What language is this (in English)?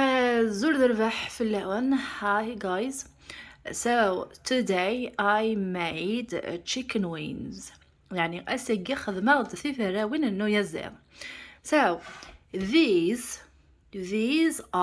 Kabyle